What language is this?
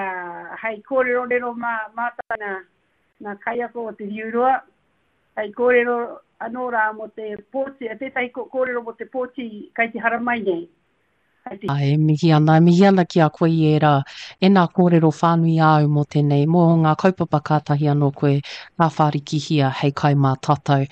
Māori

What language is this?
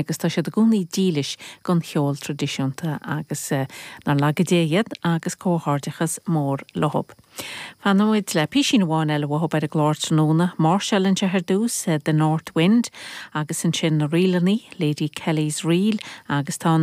Irish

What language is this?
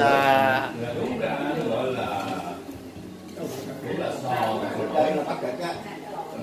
Vietnamese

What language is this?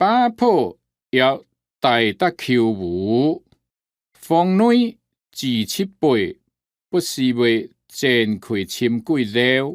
Hakka Chinese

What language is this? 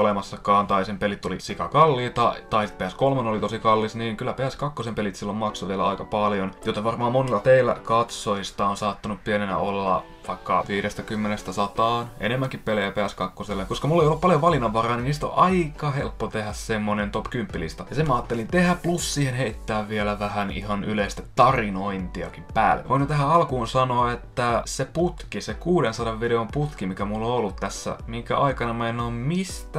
Finnish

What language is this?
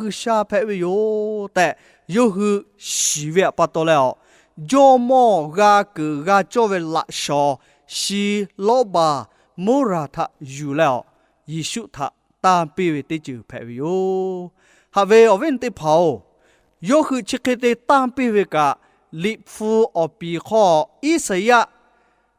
Lahu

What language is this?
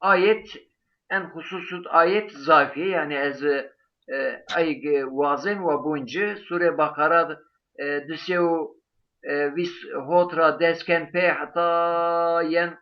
Zaza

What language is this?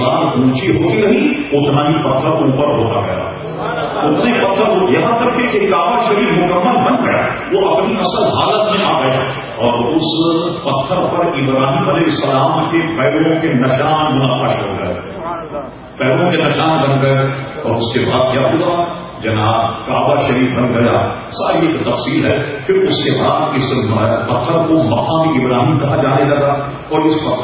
Urdu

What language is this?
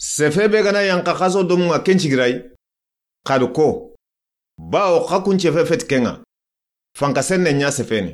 Soninke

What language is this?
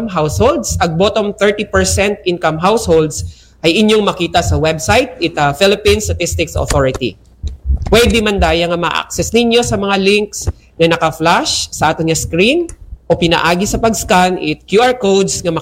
Aklanon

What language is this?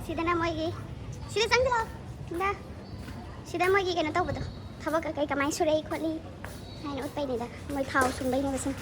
Manipuri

